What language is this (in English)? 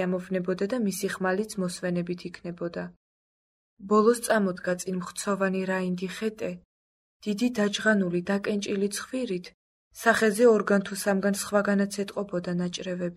Georgian